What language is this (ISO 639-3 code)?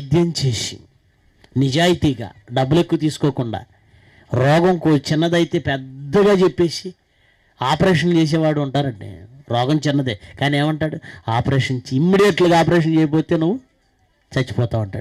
tel